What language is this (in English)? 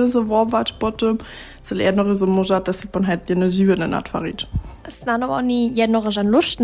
Upper Sorbian